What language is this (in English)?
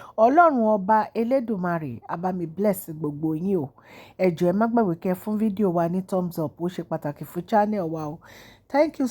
Yoruba